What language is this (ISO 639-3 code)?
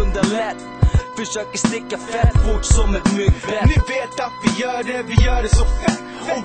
swe